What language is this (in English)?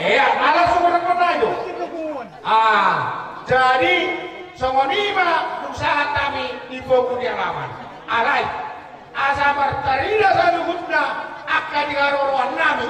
Batak Toba